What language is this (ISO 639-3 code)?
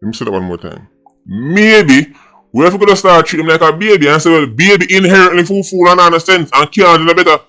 jam